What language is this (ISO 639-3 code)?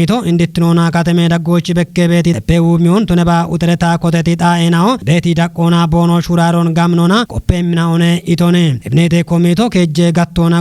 kbr